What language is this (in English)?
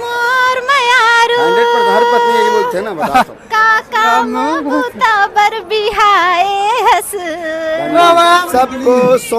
Chhattisgarhi